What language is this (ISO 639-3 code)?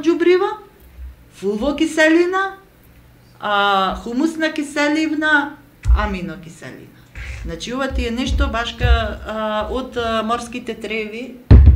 mkd